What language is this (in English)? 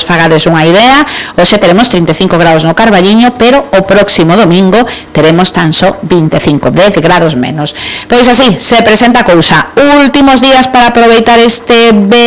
Galician